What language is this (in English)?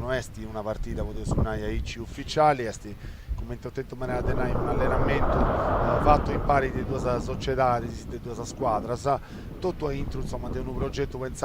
Sardinian